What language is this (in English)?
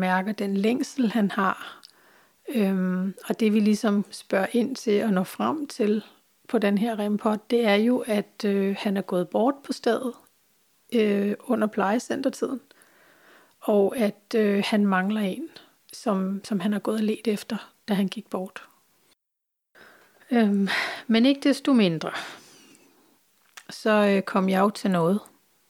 Danish